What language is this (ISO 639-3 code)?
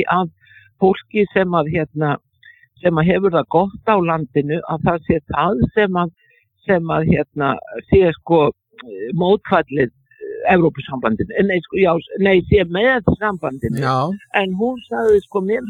isl